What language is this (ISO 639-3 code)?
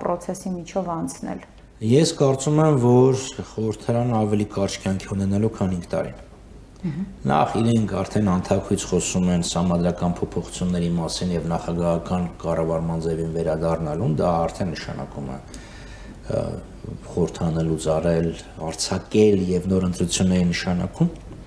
hye